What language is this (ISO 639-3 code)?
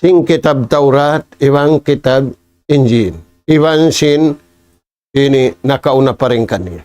tsg